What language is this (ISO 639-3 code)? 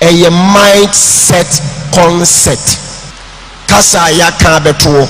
aka